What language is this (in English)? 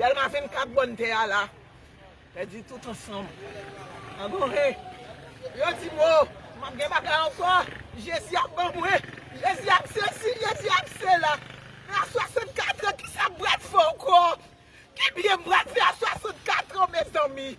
Haitian Creole